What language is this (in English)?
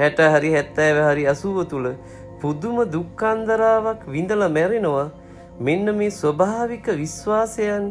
Sinhala